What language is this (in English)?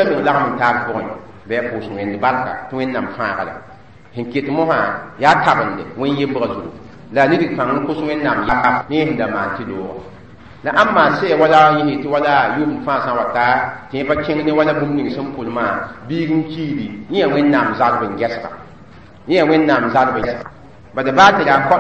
Mossi